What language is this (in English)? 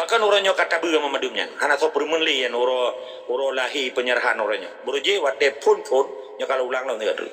Achinese